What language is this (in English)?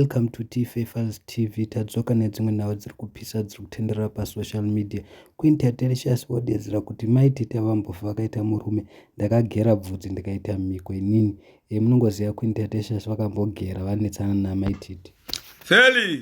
Shona